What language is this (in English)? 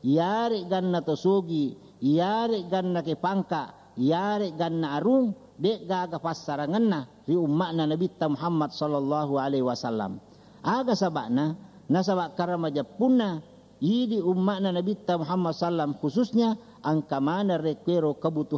Buginese